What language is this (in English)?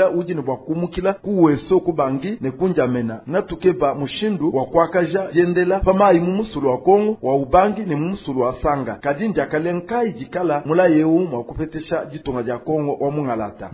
Luba-Lulua